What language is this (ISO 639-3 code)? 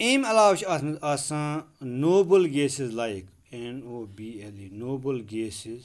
kas